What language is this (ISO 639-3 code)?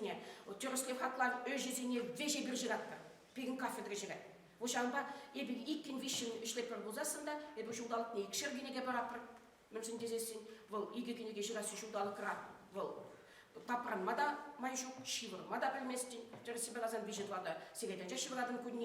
chv